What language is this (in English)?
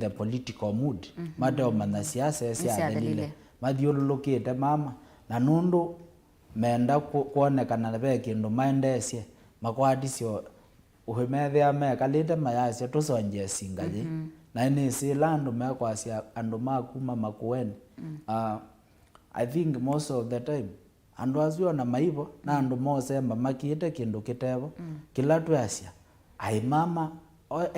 Kamba